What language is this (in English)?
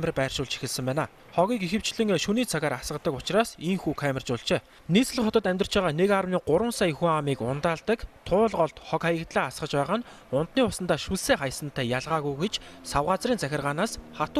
Mongolian